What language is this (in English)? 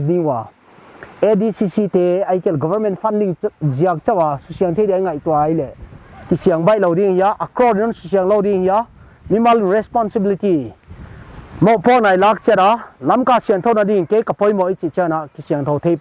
Paite Chin